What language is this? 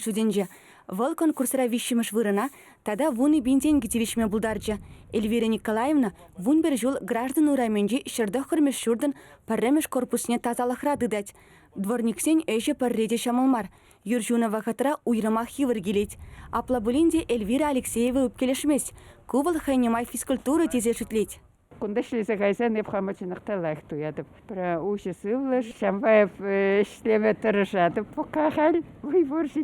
Chuvash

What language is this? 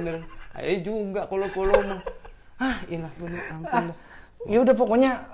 Betawi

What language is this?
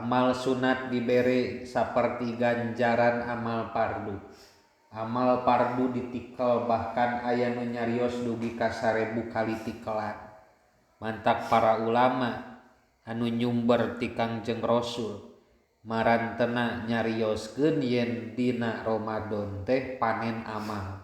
Sundanese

